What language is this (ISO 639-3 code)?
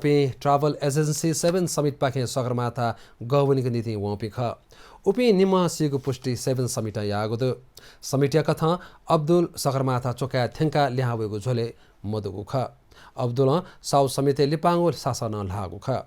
new